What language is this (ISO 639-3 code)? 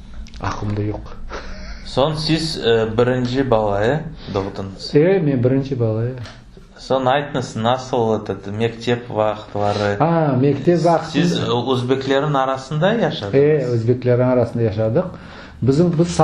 crh